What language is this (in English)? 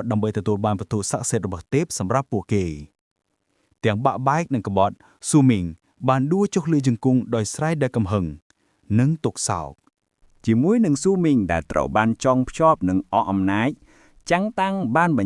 Khmer